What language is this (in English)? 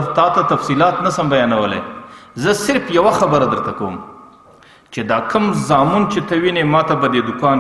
Pashto